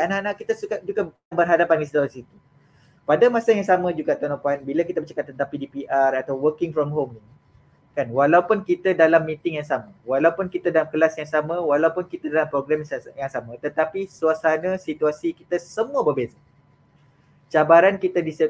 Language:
Malay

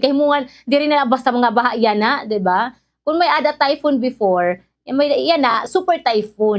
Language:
Waray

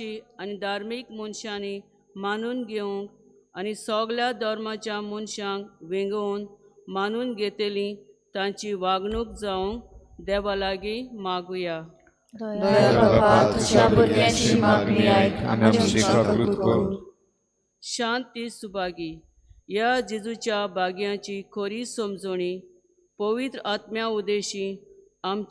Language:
Konkani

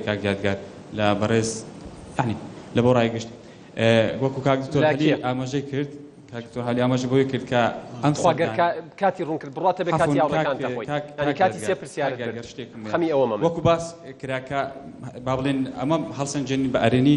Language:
Central Kurdish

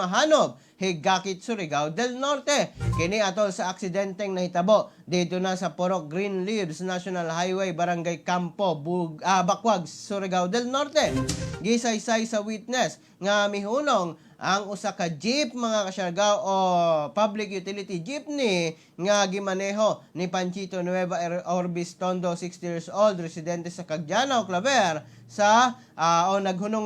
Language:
Cebuano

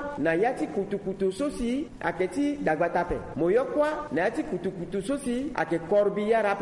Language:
Sango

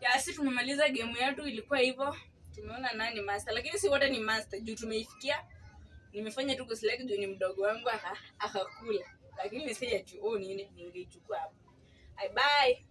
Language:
Swahili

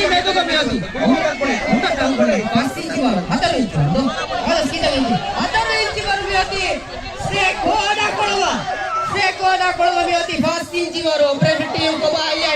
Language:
Divehi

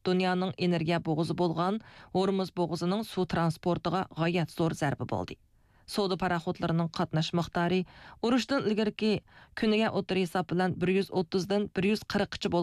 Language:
Uyghur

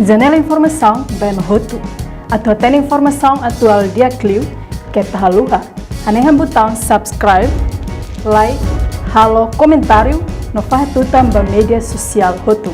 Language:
Tetum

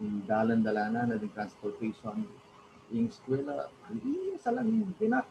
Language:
Pampanga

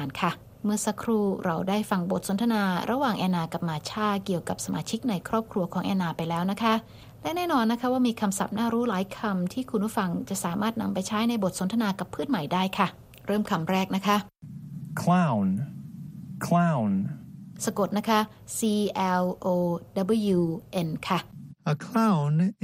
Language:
Thai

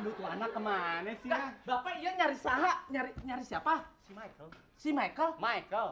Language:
Betawi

